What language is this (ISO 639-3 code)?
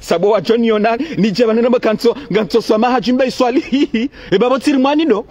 zdj